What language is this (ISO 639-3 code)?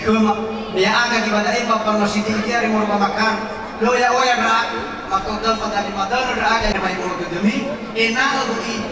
nia